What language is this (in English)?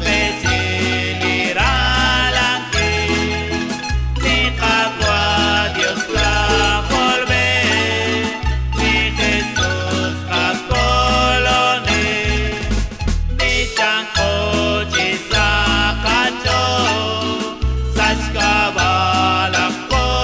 Kekchí